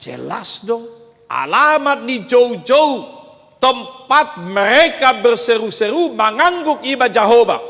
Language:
Batak Toba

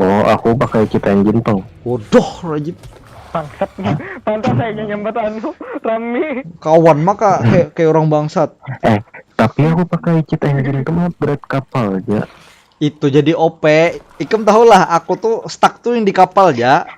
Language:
Banjar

